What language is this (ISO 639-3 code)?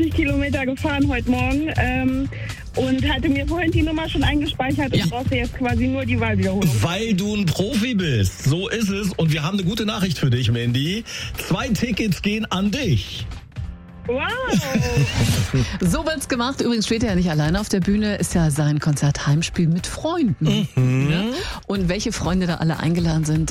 deu